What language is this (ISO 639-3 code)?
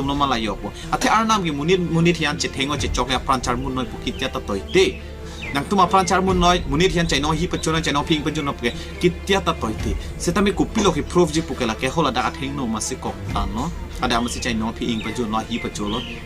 mjw